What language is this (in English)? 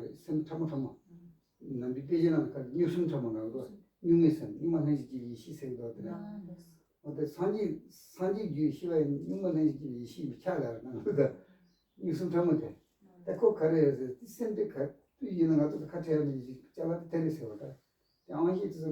Tibetan